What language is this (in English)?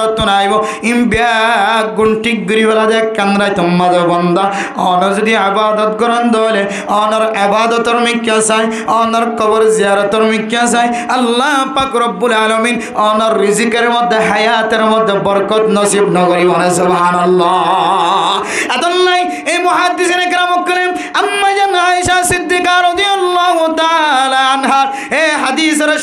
Rohingya